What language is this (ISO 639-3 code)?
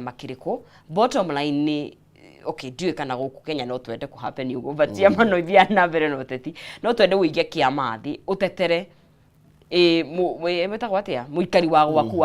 kik